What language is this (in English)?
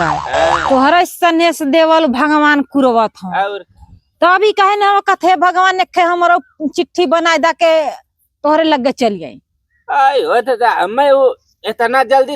Bhojpuri